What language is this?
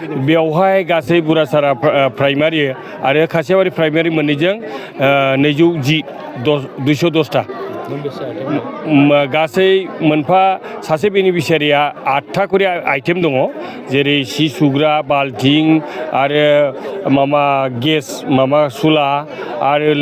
Bodo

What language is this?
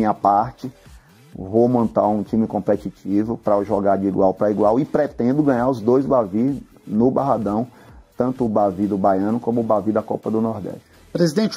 Portuguese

